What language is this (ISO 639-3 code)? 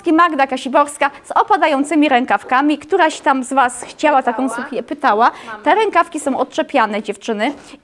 pol